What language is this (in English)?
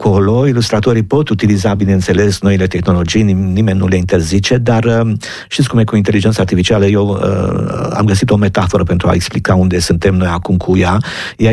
Romanian